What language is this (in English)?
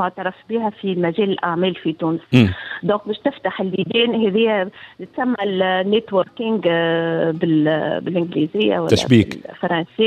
Tunisian Arabic